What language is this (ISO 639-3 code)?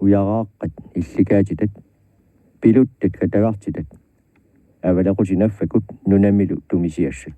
kal